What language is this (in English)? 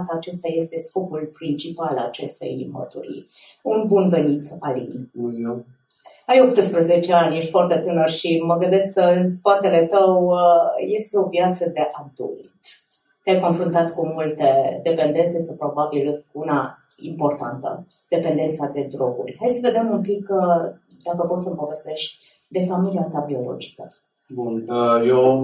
Romanian